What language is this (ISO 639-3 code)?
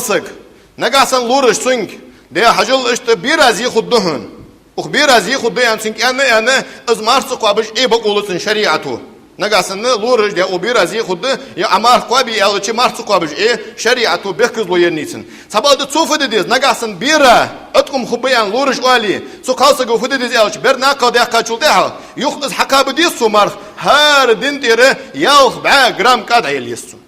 inh